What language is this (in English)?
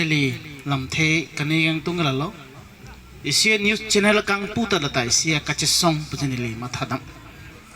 Karbi